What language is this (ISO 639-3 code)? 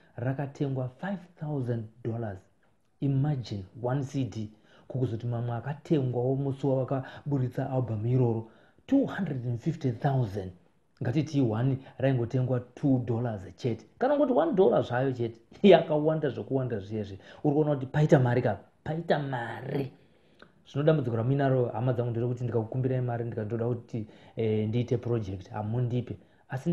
sna